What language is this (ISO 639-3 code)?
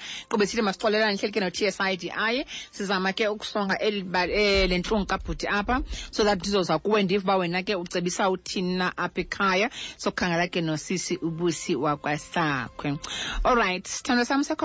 xho